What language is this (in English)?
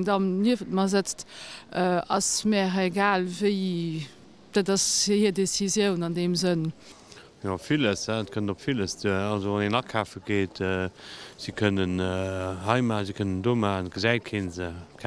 Luxembourgish